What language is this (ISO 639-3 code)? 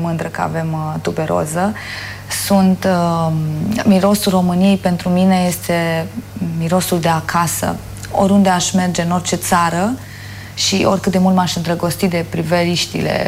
ron